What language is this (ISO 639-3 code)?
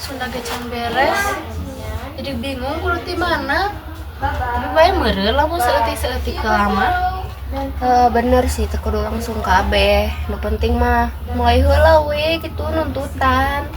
sun